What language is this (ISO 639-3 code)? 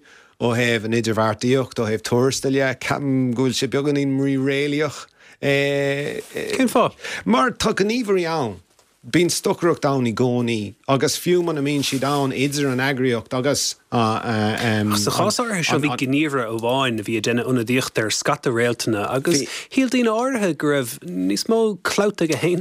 gle